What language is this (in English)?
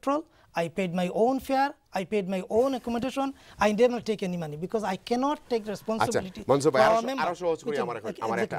Bangla